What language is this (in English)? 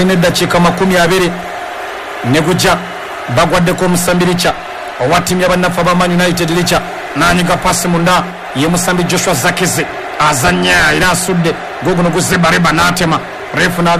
Ganda